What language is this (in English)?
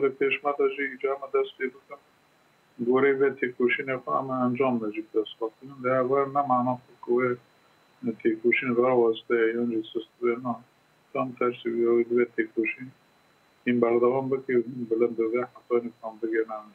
Kurdish